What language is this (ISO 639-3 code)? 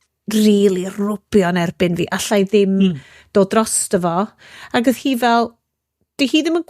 cym